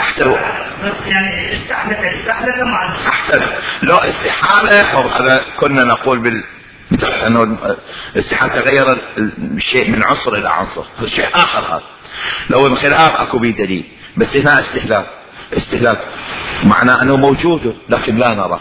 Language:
Mesopotamian Arabic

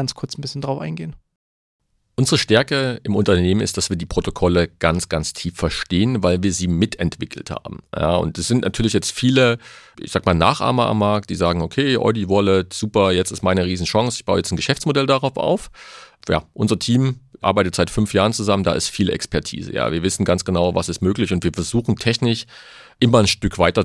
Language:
German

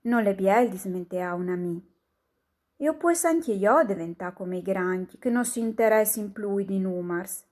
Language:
Friulian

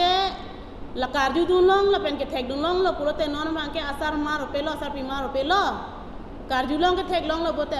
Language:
Karbi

